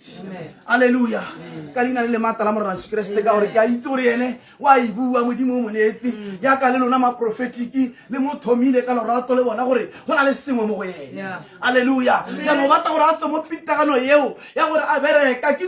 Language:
Tswana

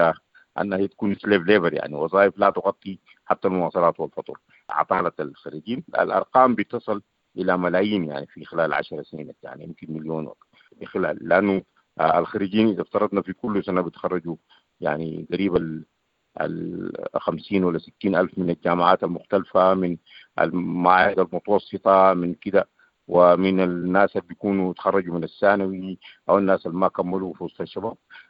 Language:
Sudanese Arabic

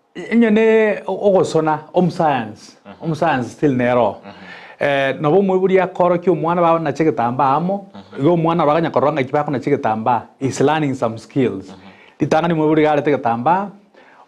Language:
Gusii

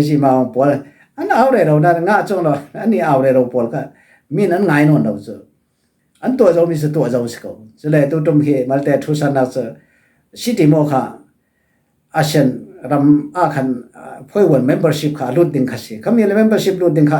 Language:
Falam Chin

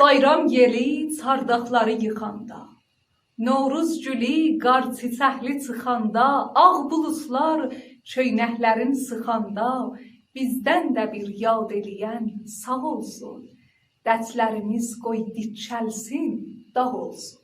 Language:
South Azerbaijani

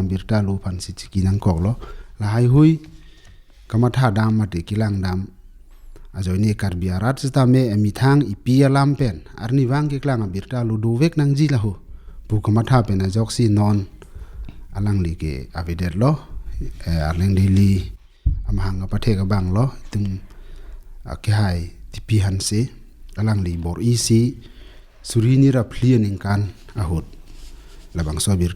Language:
Karbi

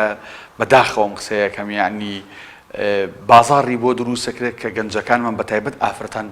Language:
Central Kurdish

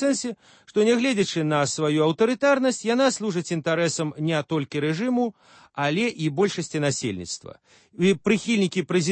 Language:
Belarusian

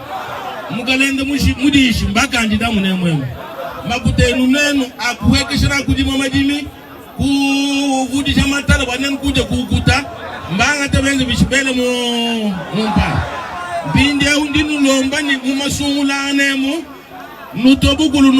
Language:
Luba-Lulua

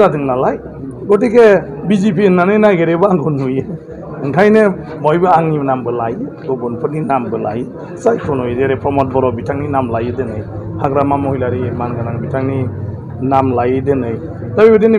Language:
Bodo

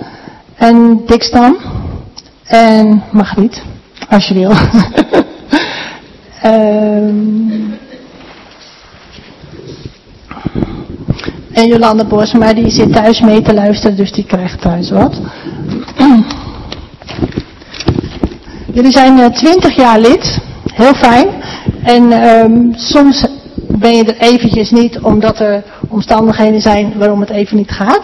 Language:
Dutch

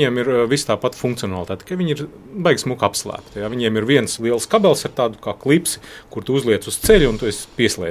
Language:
Latvian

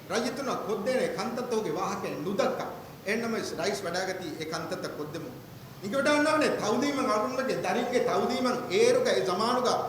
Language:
Divehi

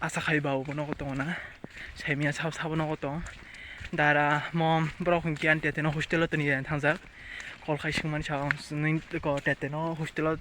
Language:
Kok Borok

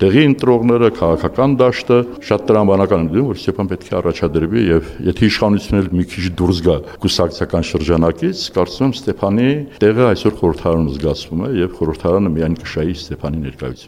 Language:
Armenian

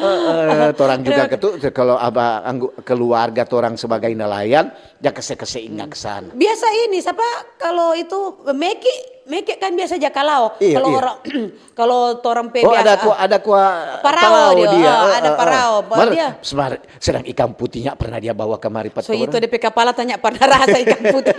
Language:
Manado Malay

